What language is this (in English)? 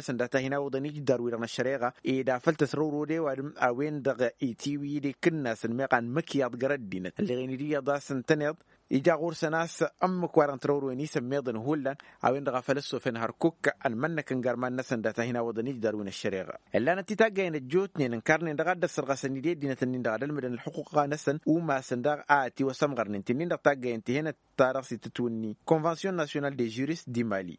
Tamasheq